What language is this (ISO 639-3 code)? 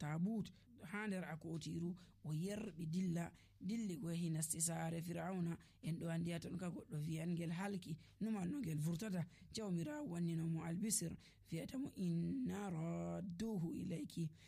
fuv